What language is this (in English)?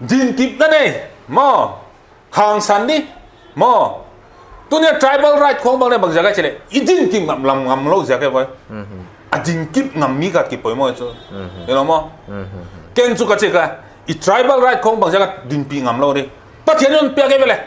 Paite Chin